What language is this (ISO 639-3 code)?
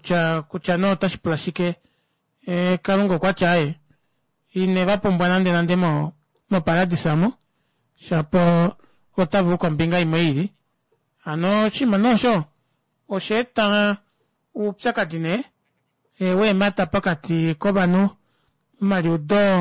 kua